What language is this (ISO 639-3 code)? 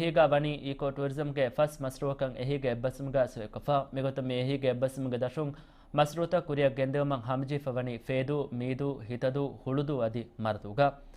div